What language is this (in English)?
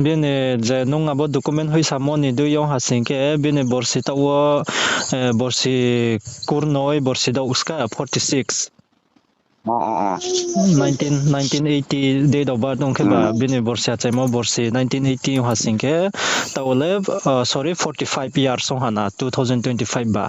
Riang (India)